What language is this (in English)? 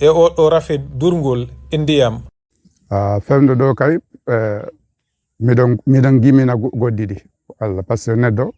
Fula